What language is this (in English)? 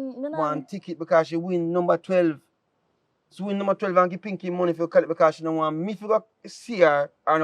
Jamaican Creole English